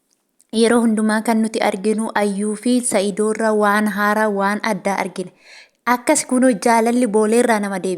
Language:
Oromo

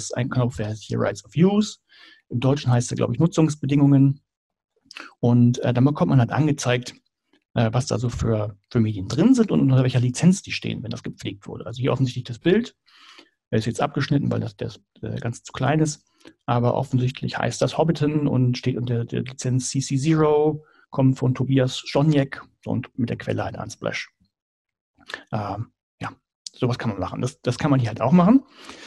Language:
German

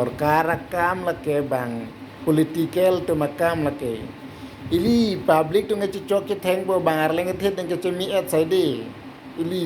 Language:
Karbi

